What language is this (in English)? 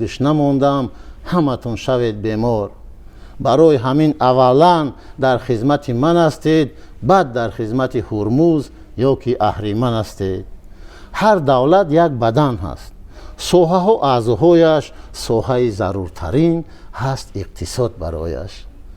Tajik